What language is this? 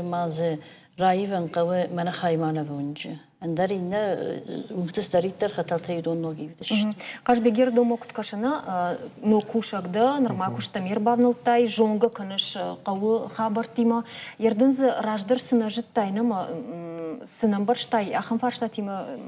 Ossetic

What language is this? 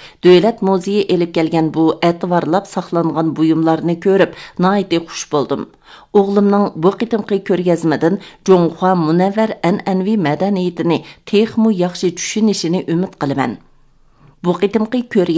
Uyghur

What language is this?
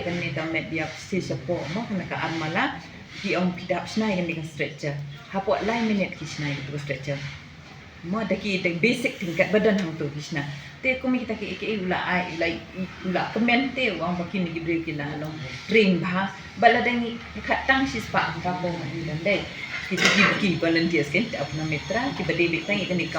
Khasi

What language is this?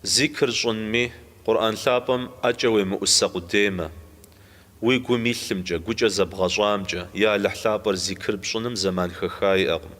Kabardian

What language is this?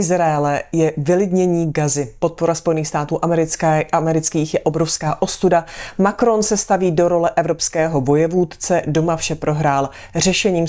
Czech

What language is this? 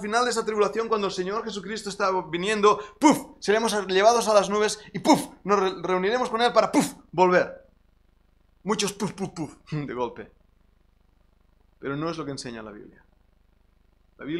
Spanish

